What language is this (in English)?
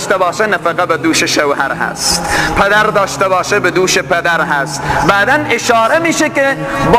Persian